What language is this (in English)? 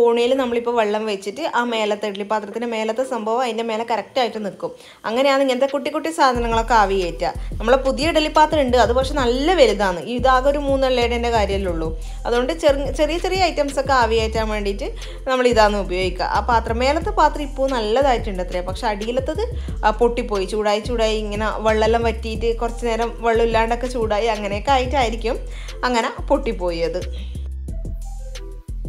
Malayalam